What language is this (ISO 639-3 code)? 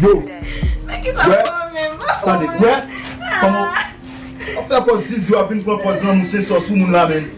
hat